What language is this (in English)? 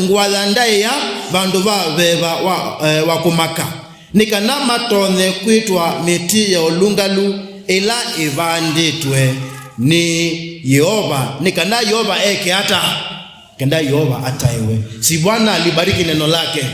Kamba